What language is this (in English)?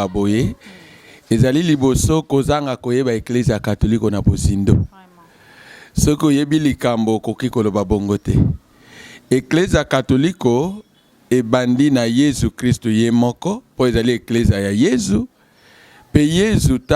Lingala